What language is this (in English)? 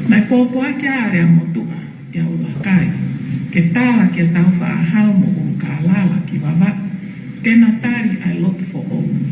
Tongan